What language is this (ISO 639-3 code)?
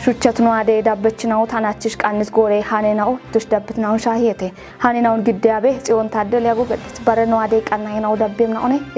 kbr